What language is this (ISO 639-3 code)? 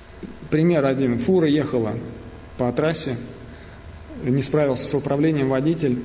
rus